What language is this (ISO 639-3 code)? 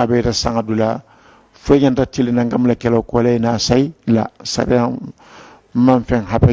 man